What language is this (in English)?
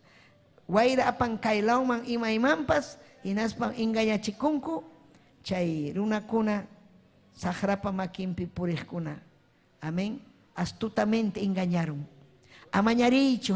Ayacucho Quechua